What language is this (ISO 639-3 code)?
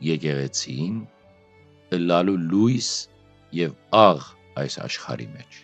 hyw